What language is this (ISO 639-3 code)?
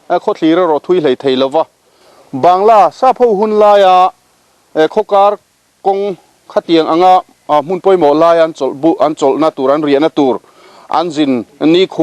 lus